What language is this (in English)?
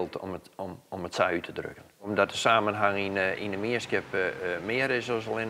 Western Frisian